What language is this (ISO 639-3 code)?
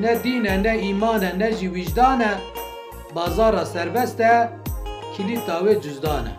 kur